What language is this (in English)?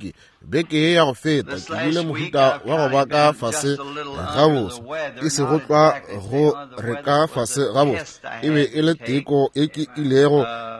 Northern Sotho